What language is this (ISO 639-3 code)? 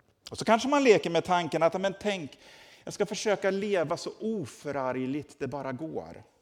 swe